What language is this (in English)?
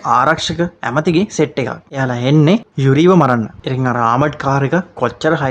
Sinhala